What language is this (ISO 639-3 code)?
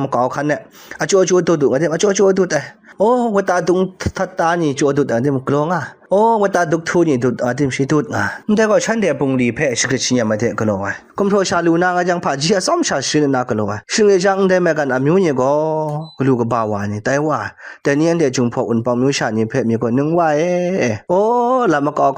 kac